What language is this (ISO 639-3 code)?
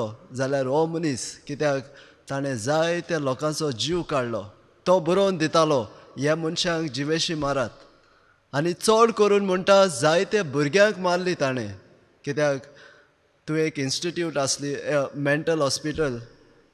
kok